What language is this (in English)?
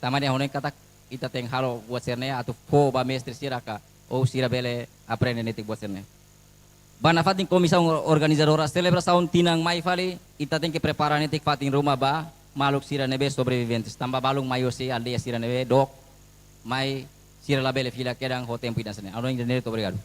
Tetum